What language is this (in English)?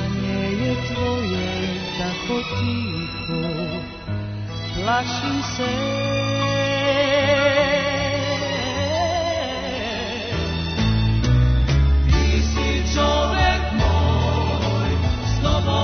Serbian